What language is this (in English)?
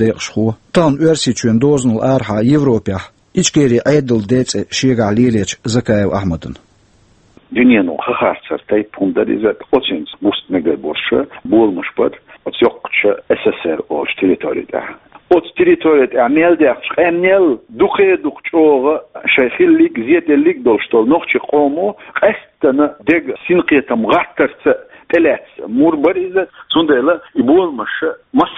Chechen